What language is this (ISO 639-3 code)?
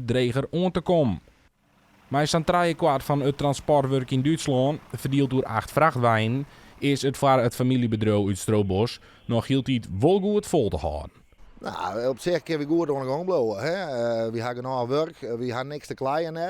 fry